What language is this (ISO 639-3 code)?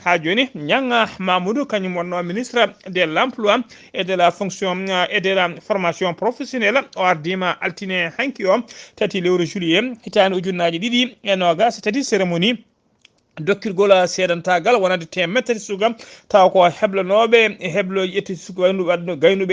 ful